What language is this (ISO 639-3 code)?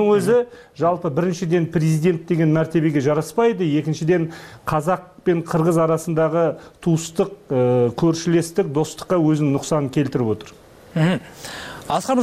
kir